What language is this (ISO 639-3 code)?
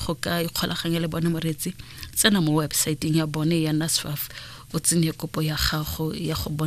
tsn